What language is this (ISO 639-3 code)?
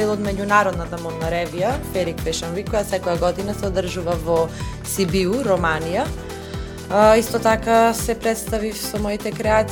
mkd